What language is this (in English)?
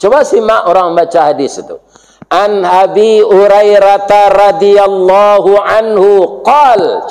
Minangkabau